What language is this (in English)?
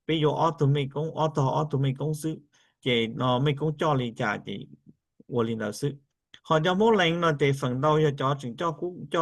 Hmong